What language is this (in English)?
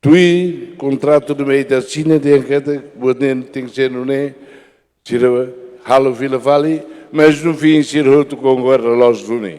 Tetum